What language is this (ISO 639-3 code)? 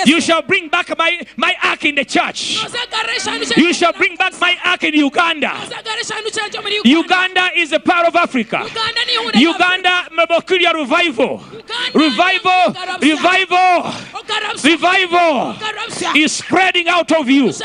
nyn